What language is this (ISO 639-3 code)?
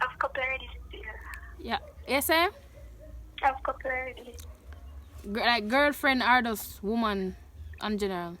jam